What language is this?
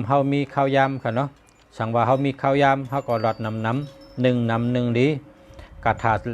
Shan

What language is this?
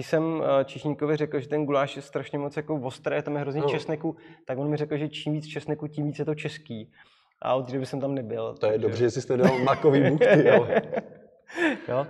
Czech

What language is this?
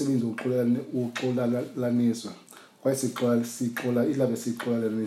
Xhosa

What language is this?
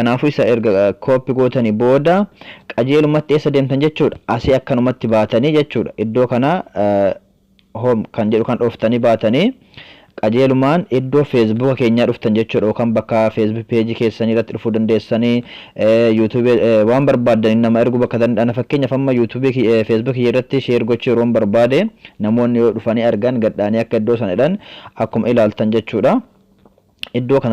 Oromo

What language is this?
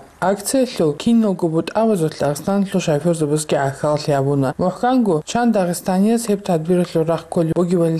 Avaric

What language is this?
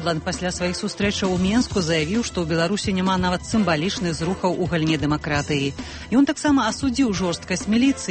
Belarusian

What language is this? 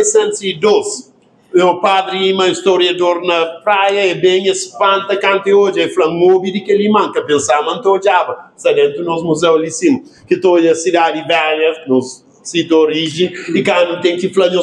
Kabuverdianu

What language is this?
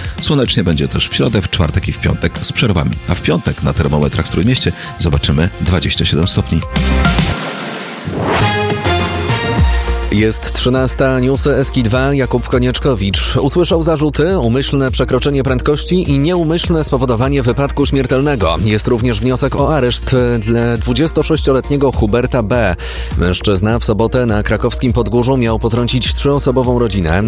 Polish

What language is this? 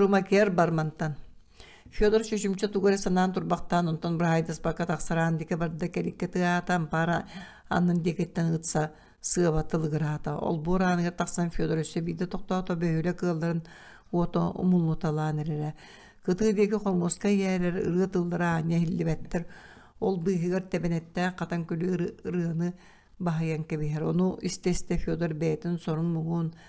Yakut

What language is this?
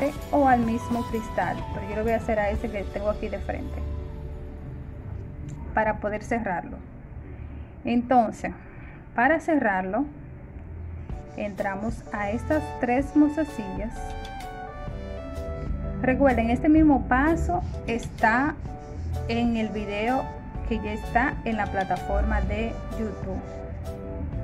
Spanish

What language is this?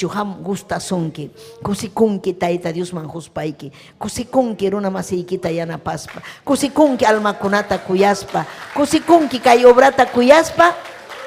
Ayacucho Quechua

